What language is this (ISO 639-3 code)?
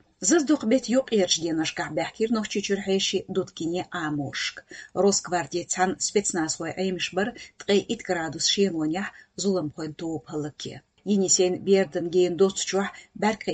che